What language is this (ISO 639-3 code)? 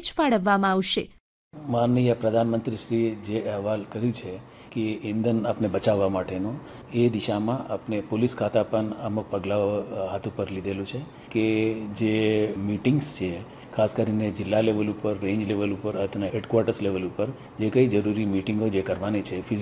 guj